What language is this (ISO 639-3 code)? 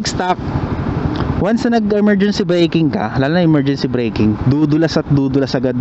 fil